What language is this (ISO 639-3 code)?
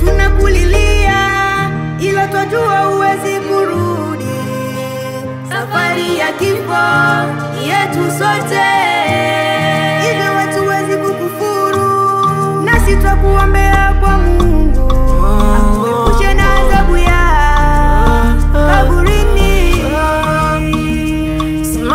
swa